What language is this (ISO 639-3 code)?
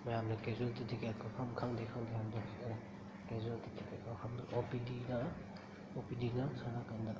mni